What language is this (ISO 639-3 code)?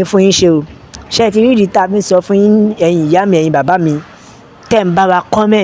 yor